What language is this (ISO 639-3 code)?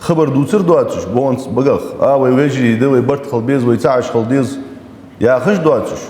inh